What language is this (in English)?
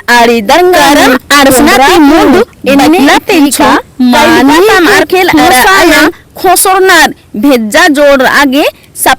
Kurukh